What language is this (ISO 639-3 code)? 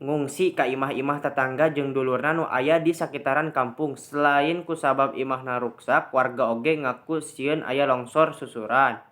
sun